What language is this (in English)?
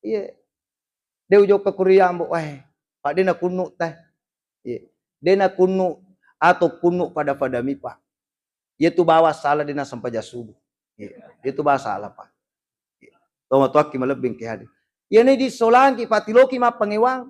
Buginese